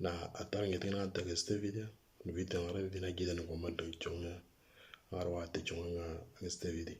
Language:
Moro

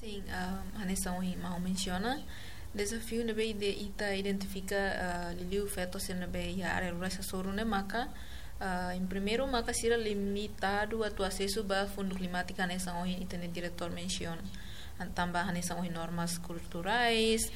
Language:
Tetum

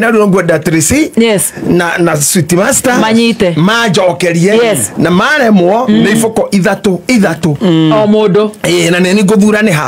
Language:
Kikuyu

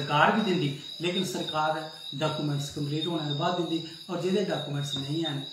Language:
Dogri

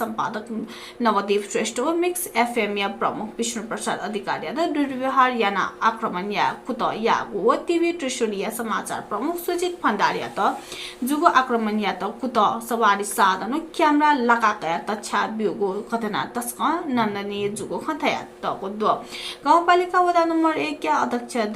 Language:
Newari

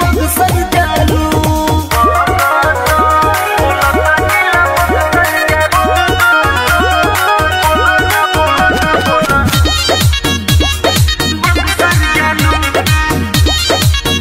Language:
Bhojpuri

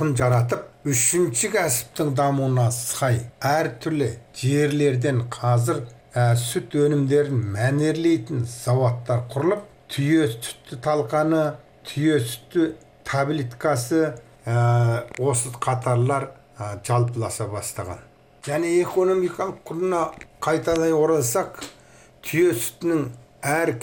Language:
Kazakh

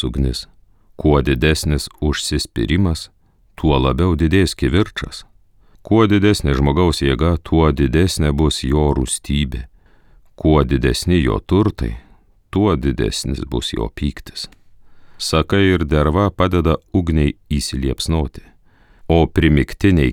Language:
Lithuanian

